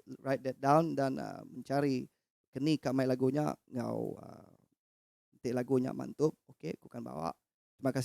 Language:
Iban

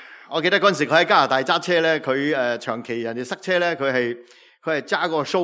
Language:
Cantonese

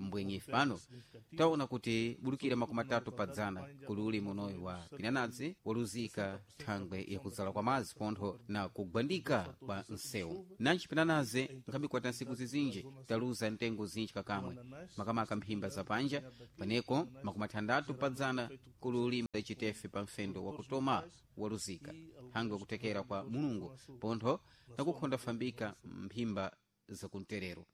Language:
Sena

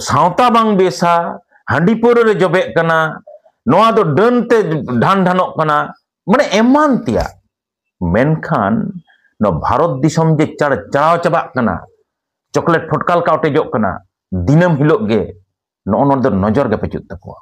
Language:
Santali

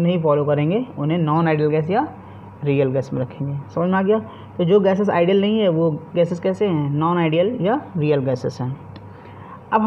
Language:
Hindi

